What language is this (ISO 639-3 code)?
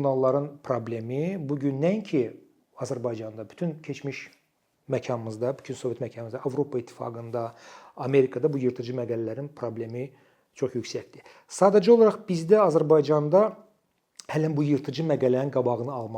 aze